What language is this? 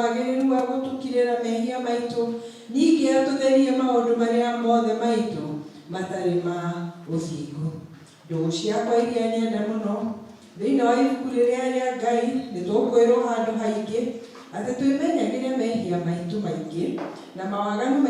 Kikuyu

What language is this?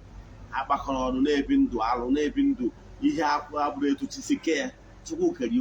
Igbo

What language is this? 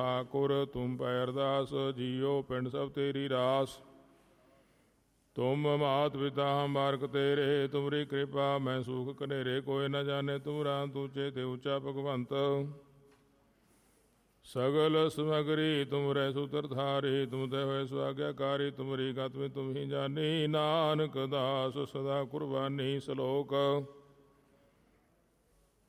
Punjabi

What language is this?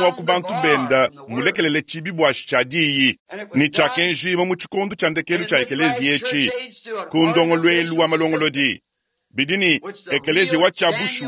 Luba-Lulua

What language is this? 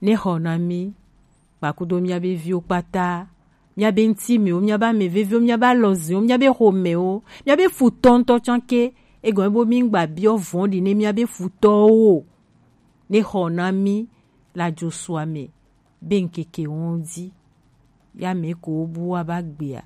Gen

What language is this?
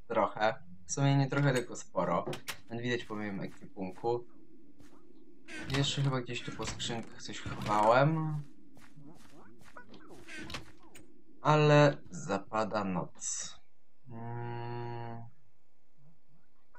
Polish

